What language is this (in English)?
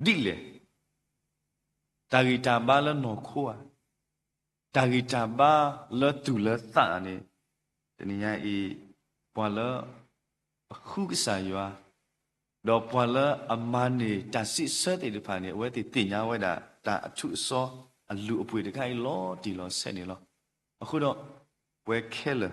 S'gaw Karen